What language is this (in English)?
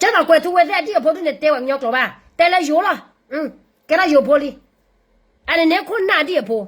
S'gaw Karen